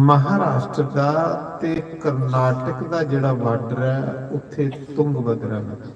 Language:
Dogri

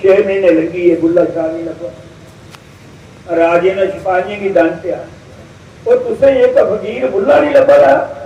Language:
Dogri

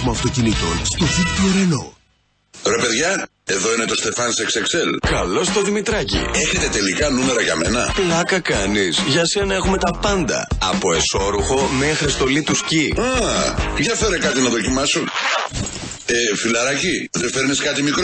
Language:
Greek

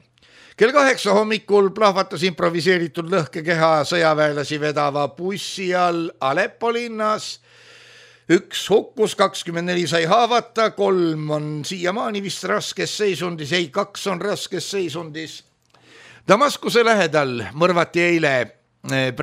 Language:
Estonian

